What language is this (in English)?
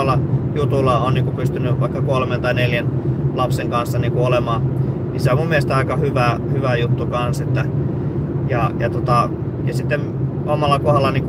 Finnish